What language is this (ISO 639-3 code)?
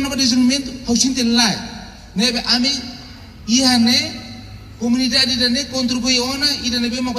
tet